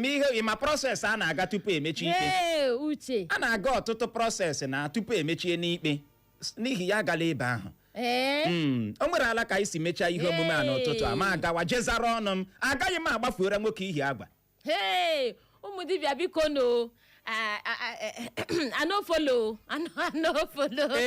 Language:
Igbo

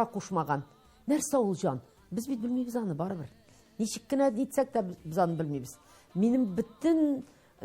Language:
Tatar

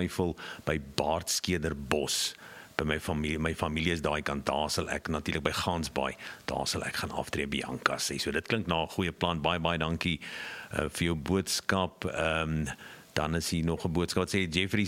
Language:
Afrikaans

